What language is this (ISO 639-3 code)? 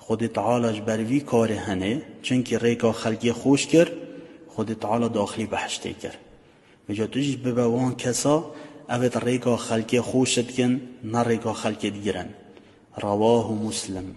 kur